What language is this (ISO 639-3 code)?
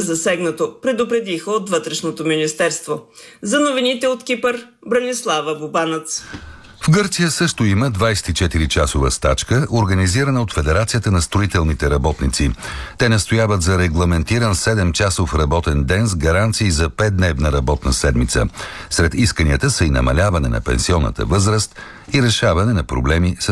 bul